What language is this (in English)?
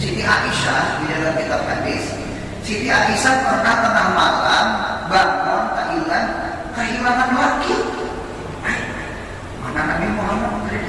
Banjar